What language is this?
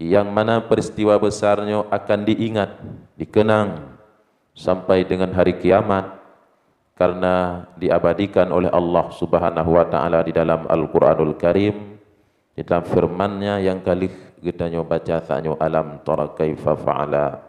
Achinese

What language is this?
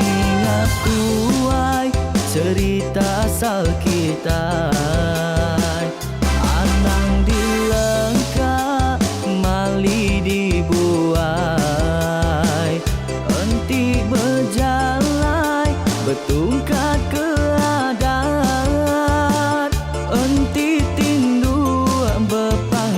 Iban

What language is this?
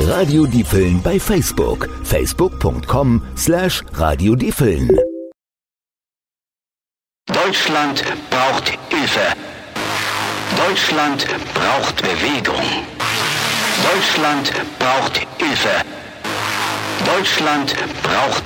German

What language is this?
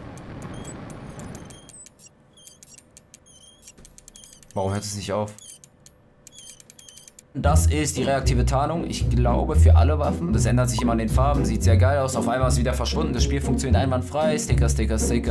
German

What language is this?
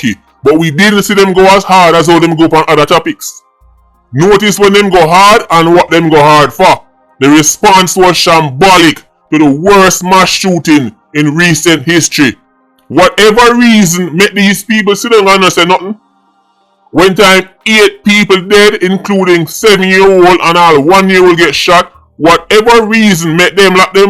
Jamaican Creole English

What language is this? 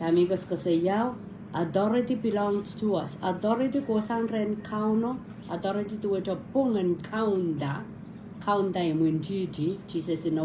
Pohnpeian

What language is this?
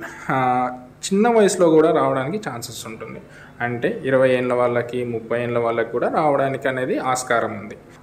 Telugu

